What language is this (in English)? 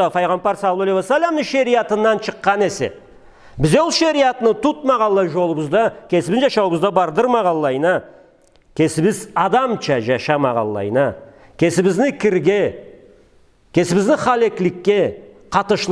Karachay-Balkar